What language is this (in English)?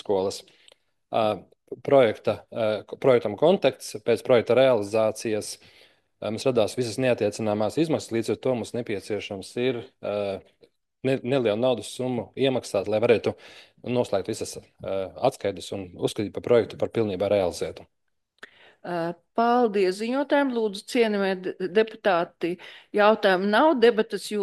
Latvian